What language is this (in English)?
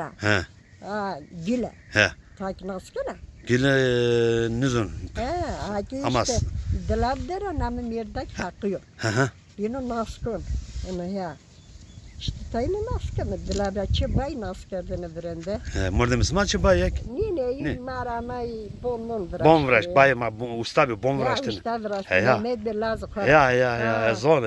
Zaza